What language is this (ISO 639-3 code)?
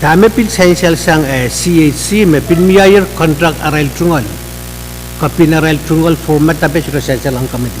pon